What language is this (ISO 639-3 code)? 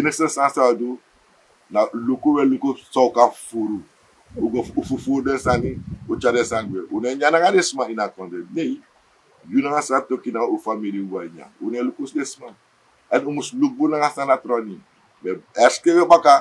srn